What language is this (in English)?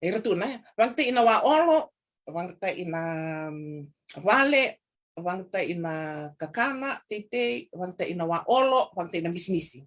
Fijian